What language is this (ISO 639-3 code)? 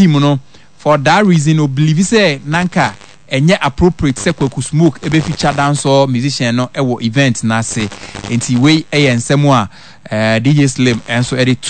aka